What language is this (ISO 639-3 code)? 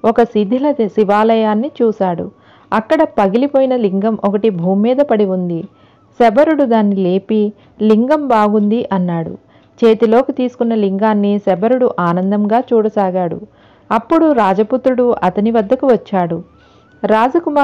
tel